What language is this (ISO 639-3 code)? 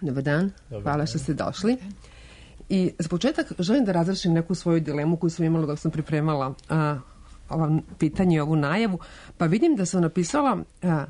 srp